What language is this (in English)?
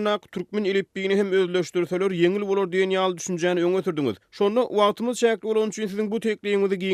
Turkmen